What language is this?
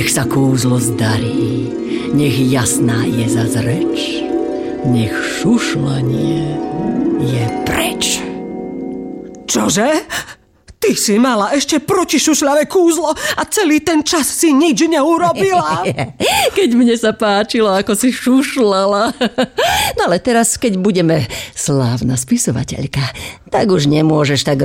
Slovak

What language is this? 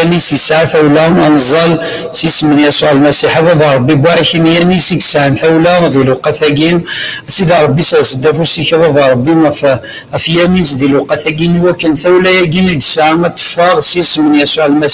Kabyle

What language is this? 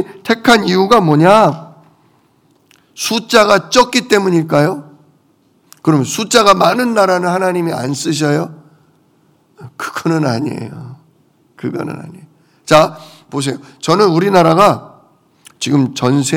Korean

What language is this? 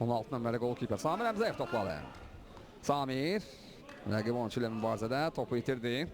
Azerbaijani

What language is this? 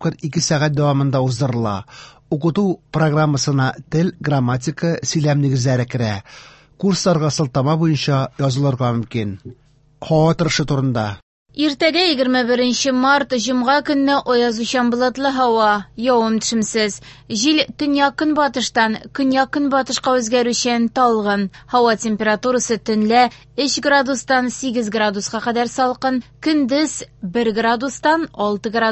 Tatar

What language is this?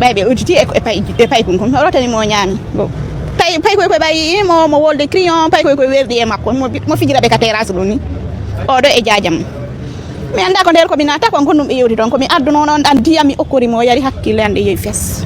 Fula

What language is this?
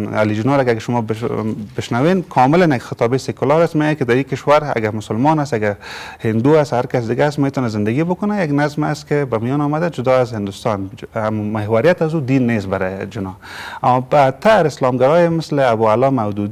Persian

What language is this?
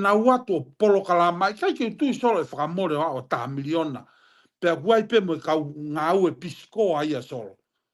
Tongan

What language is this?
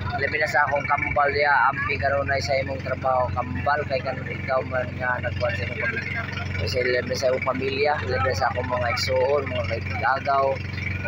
Cebuano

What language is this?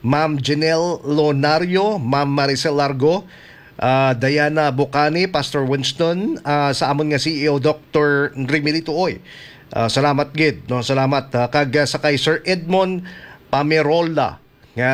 Hiligaynon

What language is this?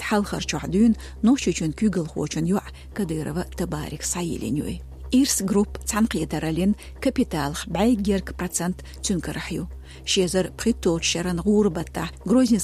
Chechen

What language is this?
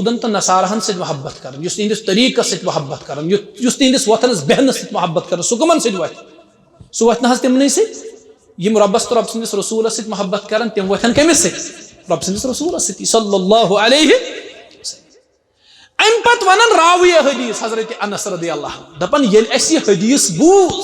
Kashmiri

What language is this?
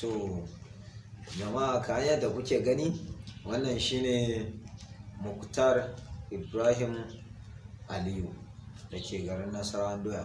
Hausa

